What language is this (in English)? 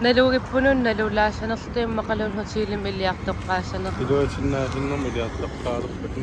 Kalaallisut